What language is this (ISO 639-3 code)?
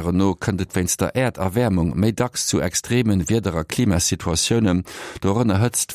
ltz